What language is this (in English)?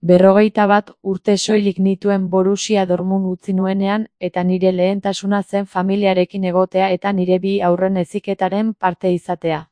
Basque